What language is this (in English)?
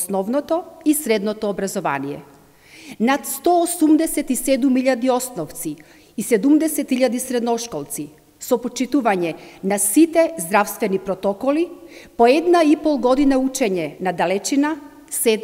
Macedonian